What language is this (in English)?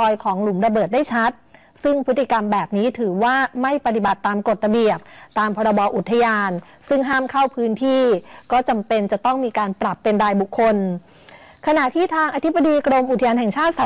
Thai